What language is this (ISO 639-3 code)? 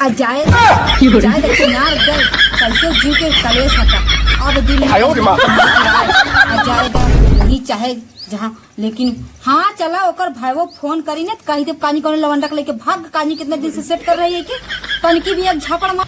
awa